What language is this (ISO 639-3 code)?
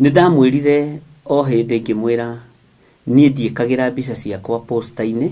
kik